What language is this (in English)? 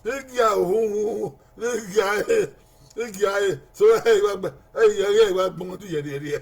Bini